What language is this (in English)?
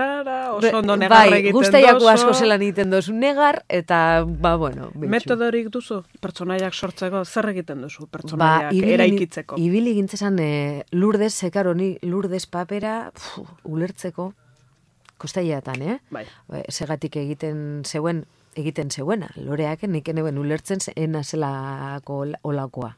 Basque